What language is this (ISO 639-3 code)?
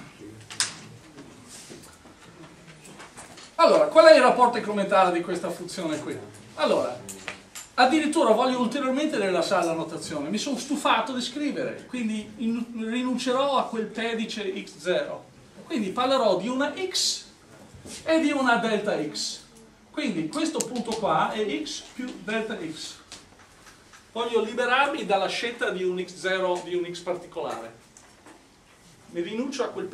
ita